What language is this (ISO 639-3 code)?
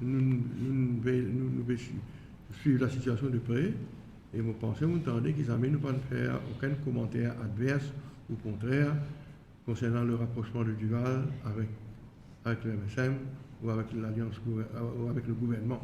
mfe